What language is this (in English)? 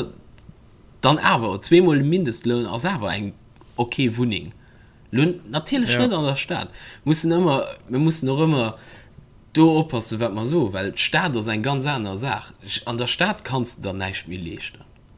Luxembourgish